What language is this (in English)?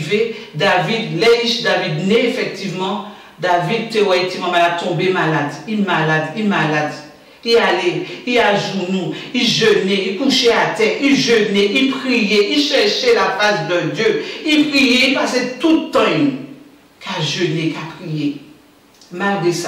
Guadeloupean Creole French